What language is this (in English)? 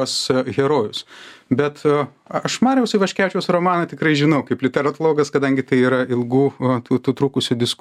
Lithuanian